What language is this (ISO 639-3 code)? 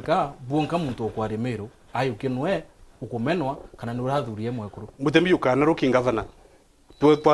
mer